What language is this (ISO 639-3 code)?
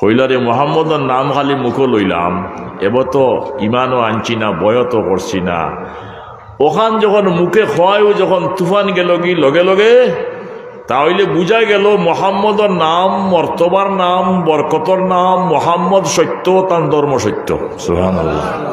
syl